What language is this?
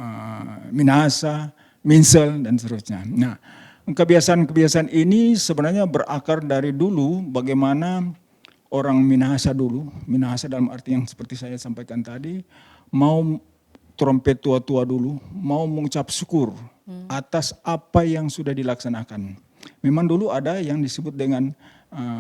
Manado Malay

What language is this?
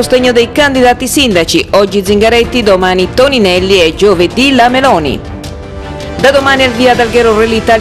Italian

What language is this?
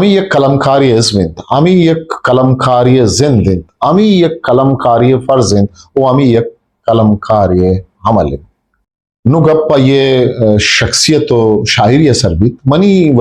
Eastern Balochi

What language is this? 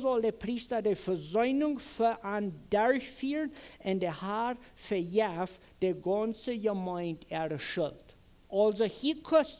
Plautdietsch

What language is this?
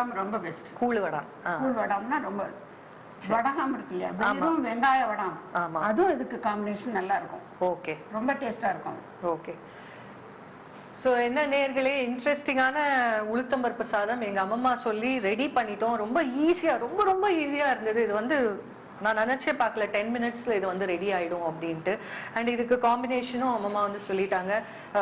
Tamil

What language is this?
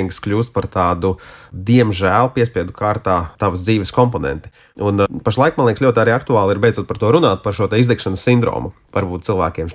Latvian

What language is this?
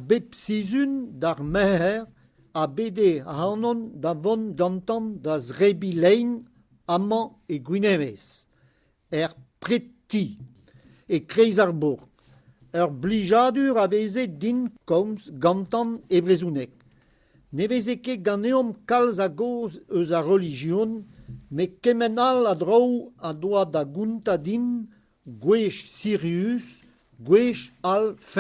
Breton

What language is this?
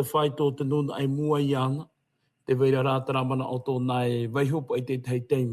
Tahitian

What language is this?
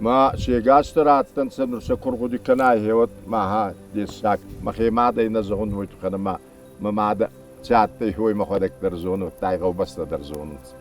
Ossetic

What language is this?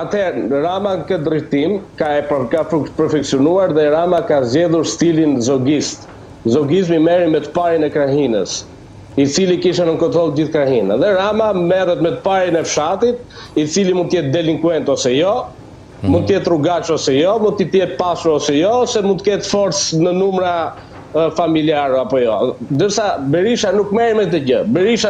Albanian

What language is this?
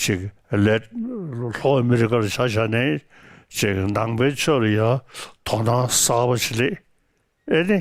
Tibetan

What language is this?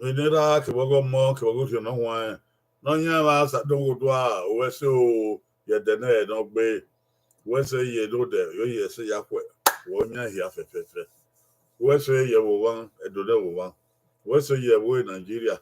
Bini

